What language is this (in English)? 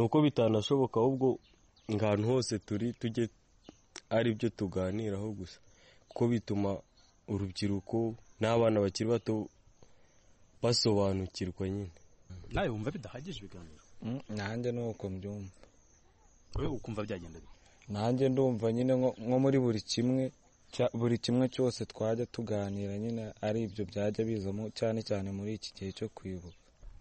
Kinyarwanda